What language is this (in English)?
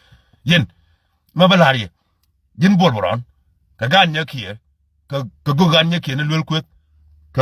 Nuer